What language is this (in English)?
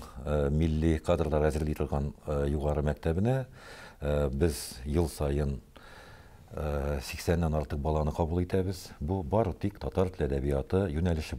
Tatar